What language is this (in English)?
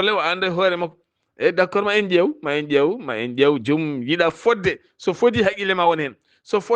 Fula